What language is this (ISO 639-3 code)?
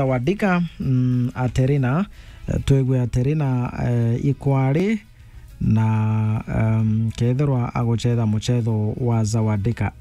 mer